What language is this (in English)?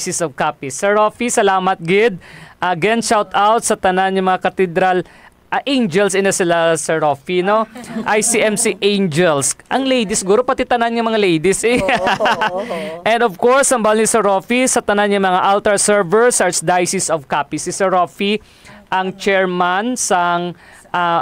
Hiligaynon